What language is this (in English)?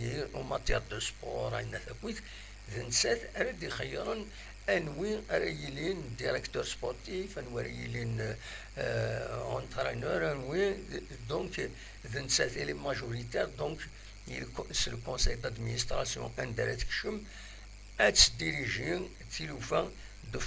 Kabyle